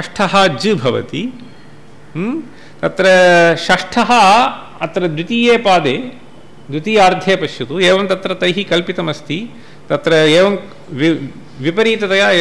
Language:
Sanskrit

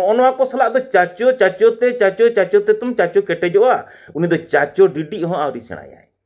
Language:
Santali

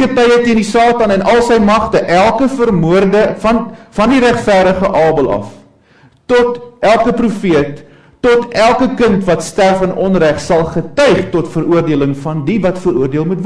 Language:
Afrikaans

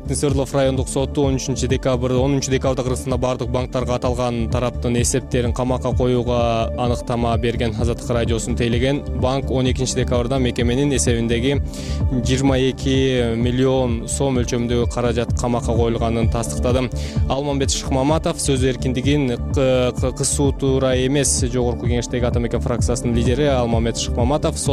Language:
Kyrgyz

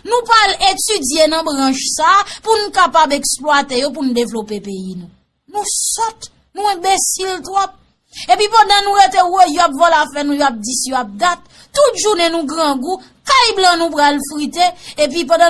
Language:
Haitian Creole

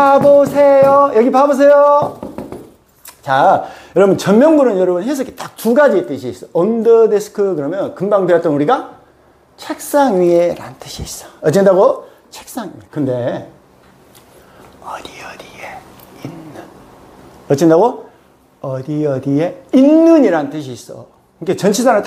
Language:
Korean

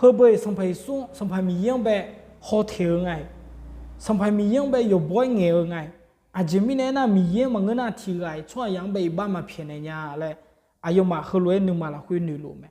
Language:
Akha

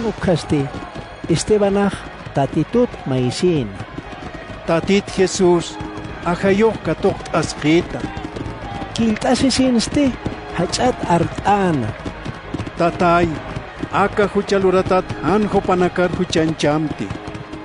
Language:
Aymara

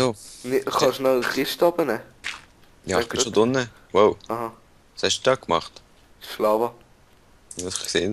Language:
Swiss German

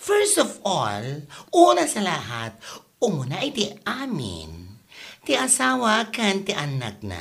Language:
Iloko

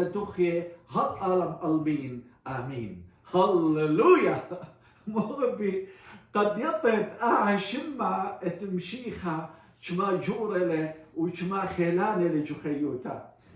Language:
Assyrian Neo-Aramaic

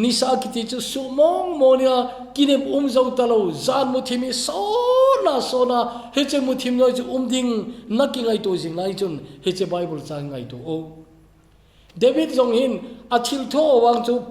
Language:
Thado Chin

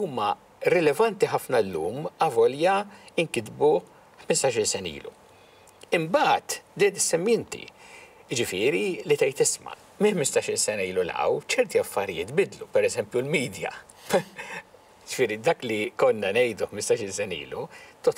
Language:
Maltese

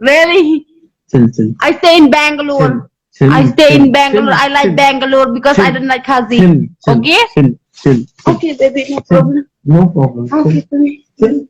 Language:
Khasi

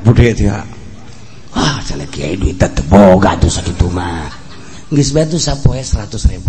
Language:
Sundanese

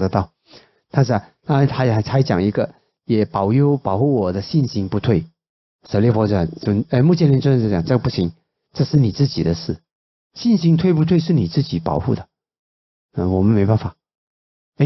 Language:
Chinese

